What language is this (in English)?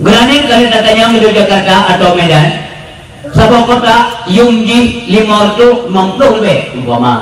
Achinese